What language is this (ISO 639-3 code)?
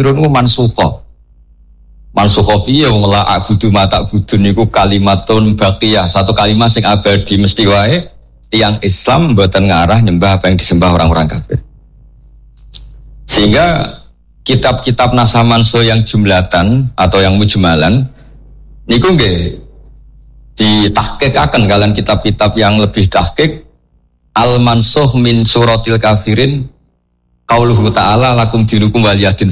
jav